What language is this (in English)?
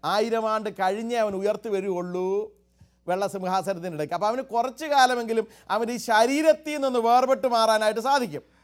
Malayalam